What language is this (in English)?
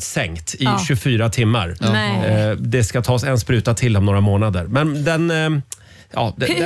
Swedish